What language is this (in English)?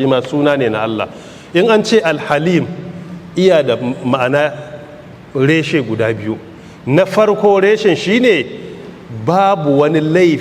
Hausa